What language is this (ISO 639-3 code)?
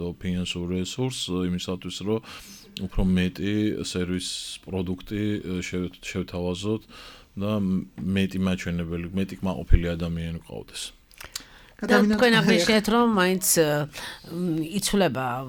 kat